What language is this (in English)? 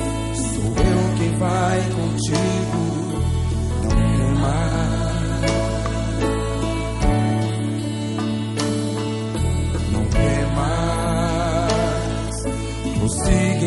Portuguese